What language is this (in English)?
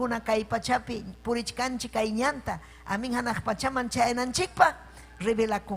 Ayacucho Quechua